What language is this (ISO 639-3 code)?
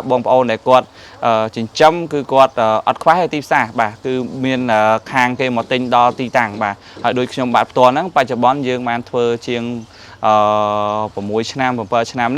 khm